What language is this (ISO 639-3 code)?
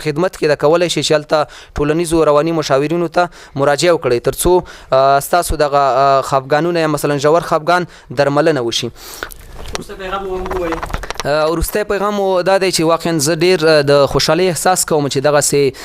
pus